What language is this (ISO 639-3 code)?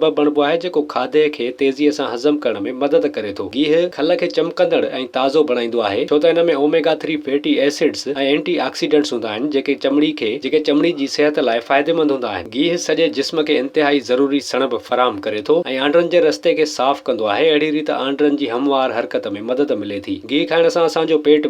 snd